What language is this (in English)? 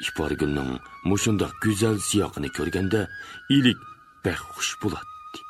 Uyghur